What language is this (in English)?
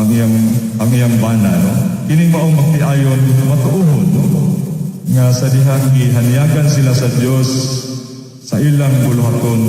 Cebuano